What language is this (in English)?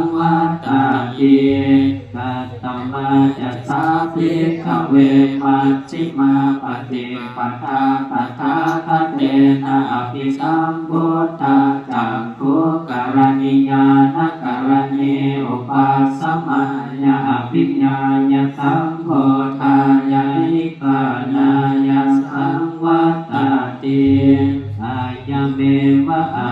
Pali